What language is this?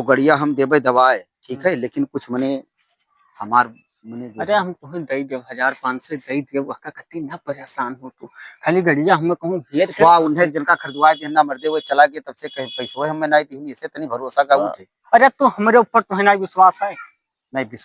Awadhi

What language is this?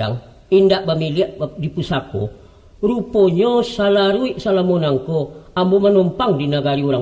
Minangkabau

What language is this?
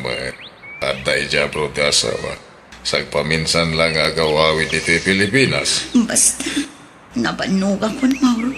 Iloko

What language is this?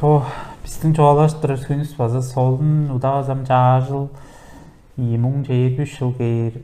Tuvinian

